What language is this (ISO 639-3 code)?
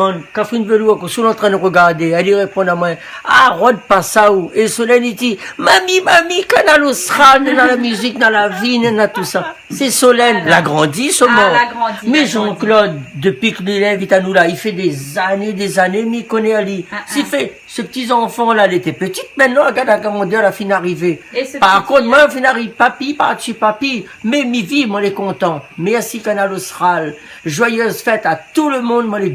rcf